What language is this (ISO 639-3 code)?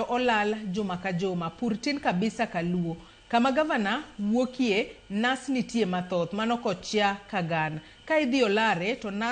luo